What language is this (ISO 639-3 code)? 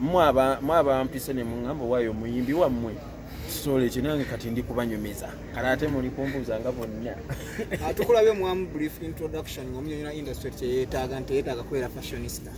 lug